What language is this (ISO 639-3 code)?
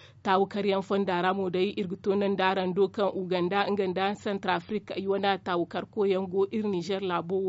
dje